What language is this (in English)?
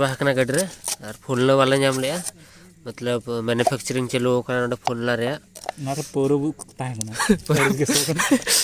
Santali